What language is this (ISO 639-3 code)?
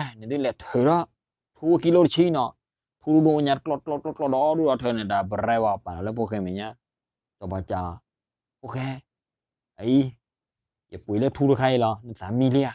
ksw